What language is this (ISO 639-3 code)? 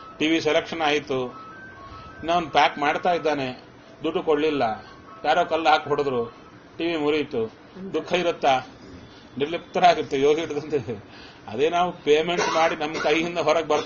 kan